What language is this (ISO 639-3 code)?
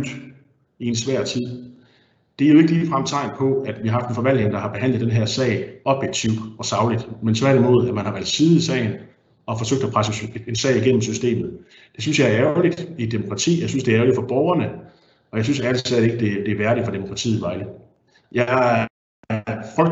dan